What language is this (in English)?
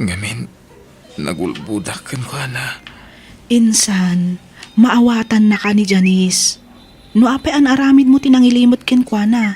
Iloko